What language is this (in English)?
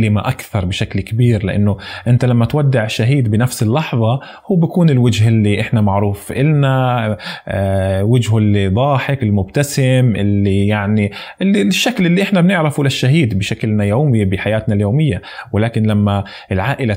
North Levantine Arabic